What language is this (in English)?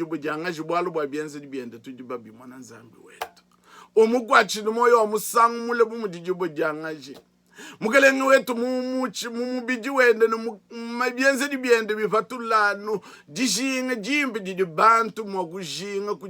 Luba-Lulua